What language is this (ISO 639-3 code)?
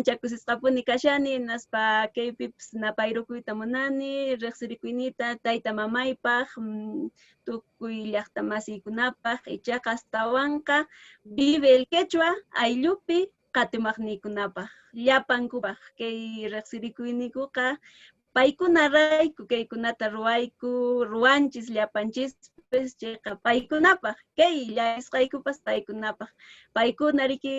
que